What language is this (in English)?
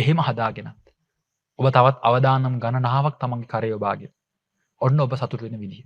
Sinhala